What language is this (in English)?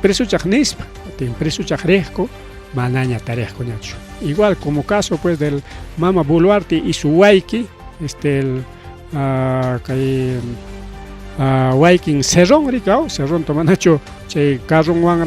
Ayacucho Quechua